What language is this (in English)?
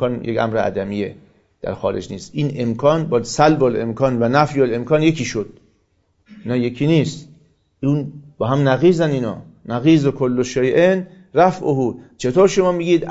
Persian